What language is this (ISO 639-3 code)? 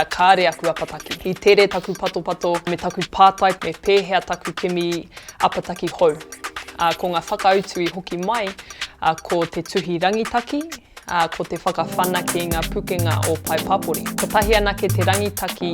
mri